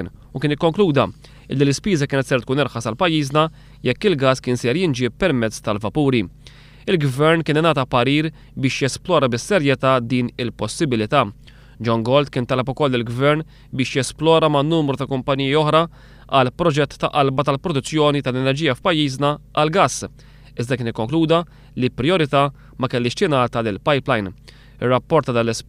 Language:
Maltese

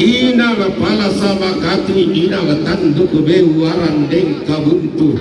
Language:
Toraja-Sa'dan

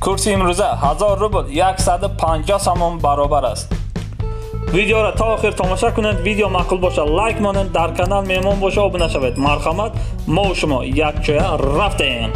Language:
Tajik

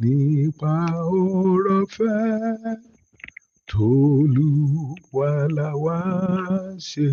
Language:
Yoruba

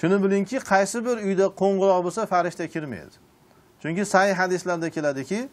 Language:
Uzbek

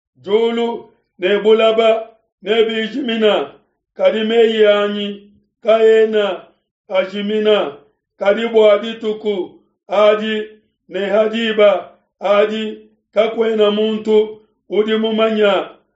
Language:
Luba-Lulua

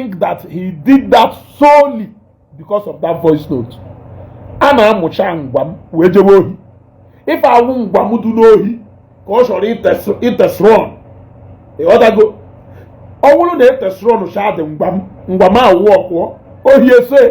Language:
Igbo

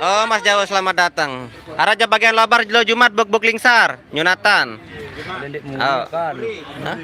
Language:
Sasak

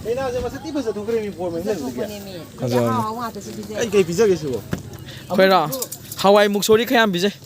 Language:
Manipuri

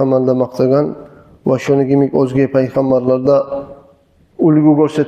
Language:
Kumyk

